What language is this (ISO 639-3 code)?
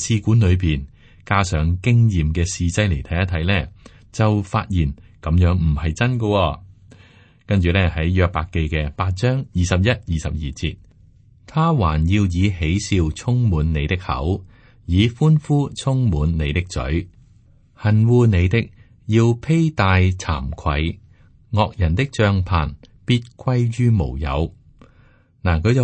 yue